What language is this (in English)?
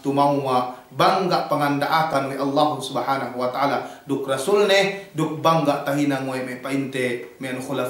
Yakan